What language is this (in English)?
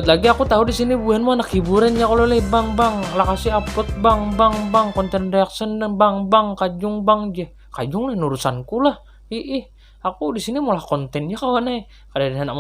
Banjar